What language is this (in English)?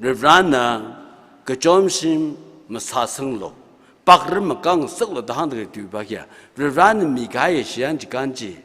Tangkhul Naga (India)